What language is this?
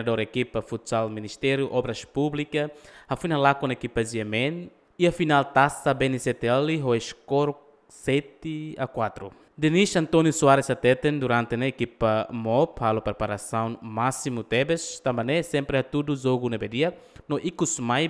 Tetum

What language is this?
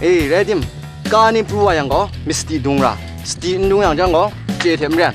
Kachin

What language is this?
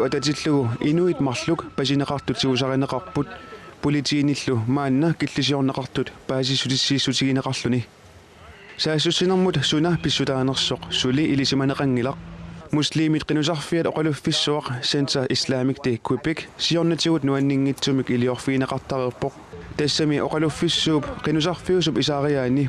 Kalaallisut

